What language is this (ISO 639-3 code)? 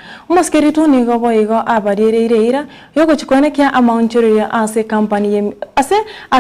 guz